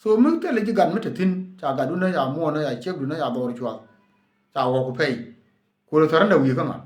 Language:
Nuer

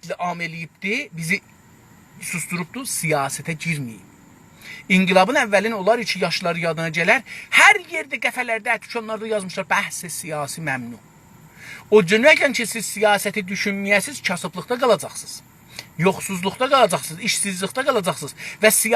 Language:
South Azerbaijani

